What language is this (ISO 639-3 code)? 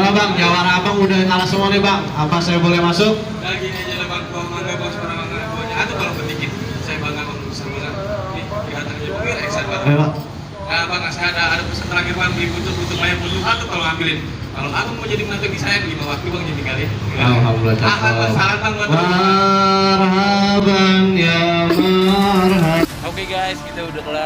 bew